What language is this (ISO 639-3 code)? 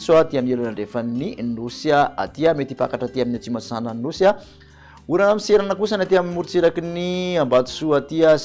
mlg